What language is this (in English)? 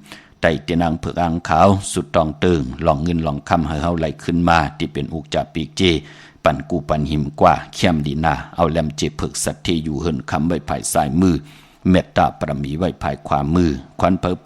Shan